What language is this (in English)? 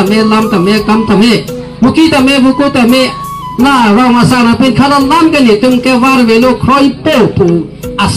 Karbi